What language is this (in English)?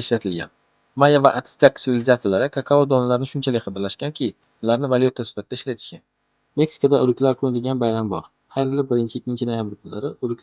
Uzbek